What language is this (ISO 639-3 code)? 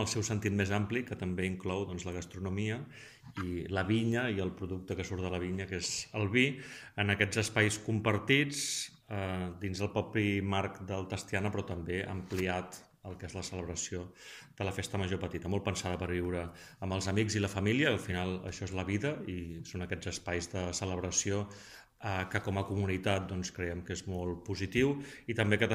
cat